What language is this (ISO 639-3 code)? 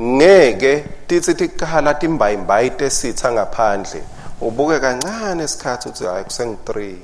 ssw